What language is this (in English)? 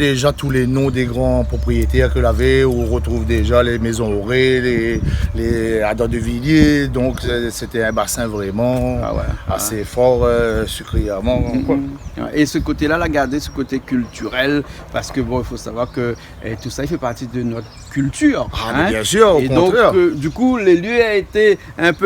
Réunion Creole French